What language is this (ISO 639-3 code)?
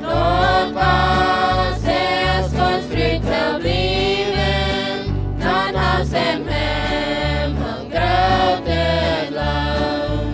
pdt